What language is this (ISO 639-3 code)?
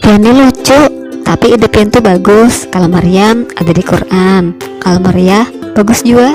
bjn